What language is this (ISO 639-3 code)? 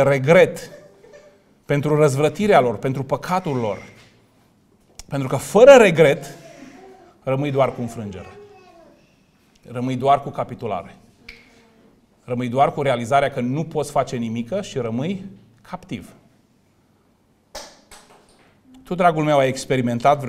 ron